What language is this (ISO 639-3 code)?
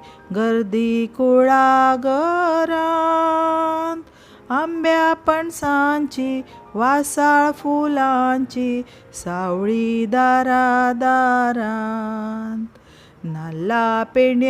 kok